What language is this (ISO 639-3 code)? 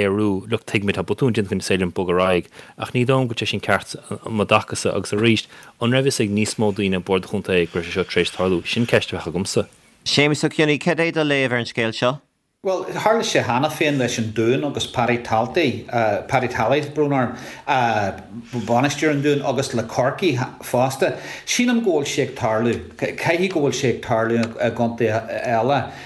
gle